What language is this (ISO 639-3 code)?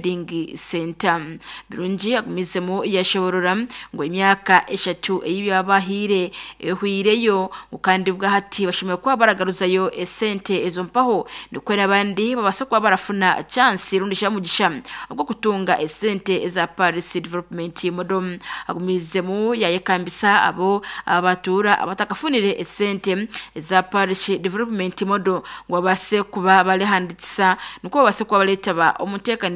nyn